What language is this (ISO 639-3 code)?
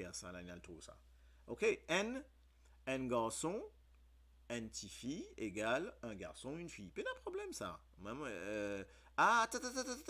mfe